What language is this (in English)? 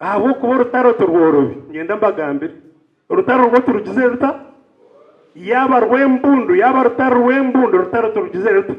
Nyankole